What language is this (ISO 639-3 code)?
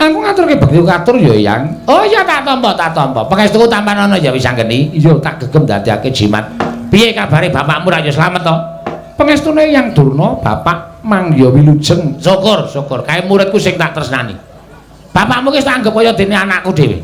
jav